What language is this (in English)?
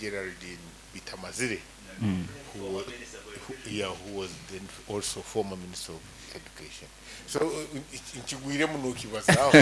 Nyoro